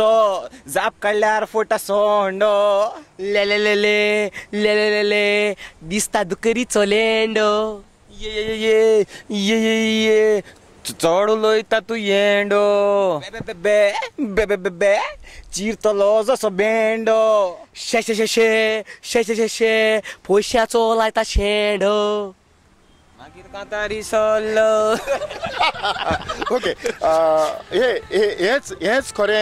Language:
Konkani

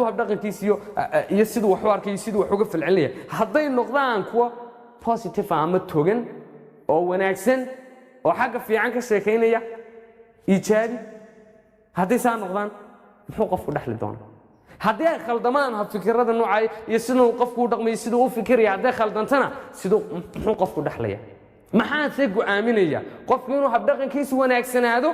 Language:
Somali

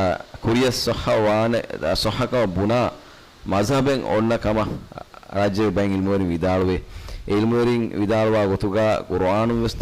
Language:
Divehi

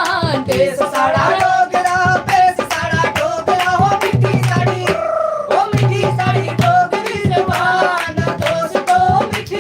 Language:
Dogri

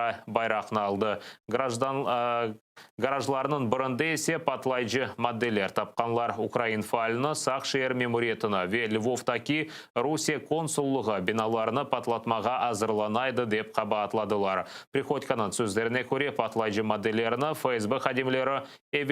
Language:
Crimean Tatar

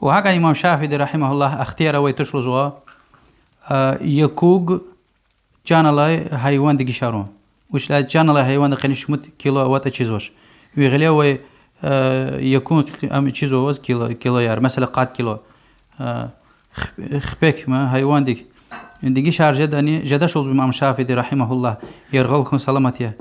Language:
Lezghian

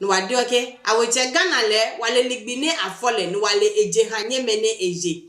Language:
Adangme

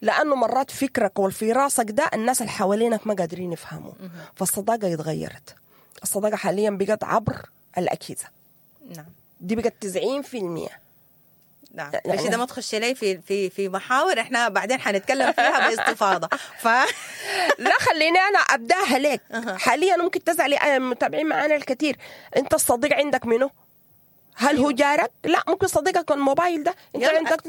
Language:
Sudanese Arabic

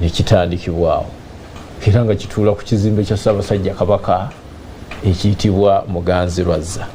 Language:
Ganda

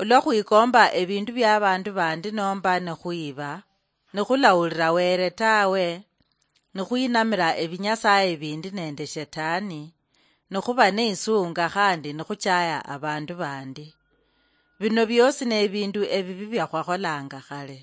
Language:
Luyia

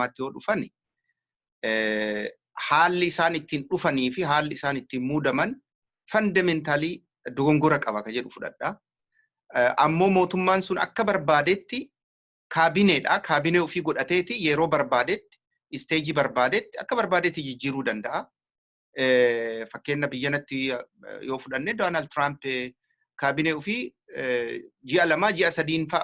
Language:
Oromo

